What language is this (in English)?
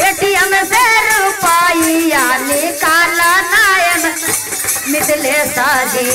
Magahi